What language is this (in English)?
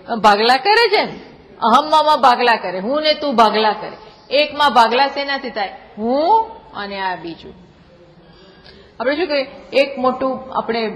Gujarati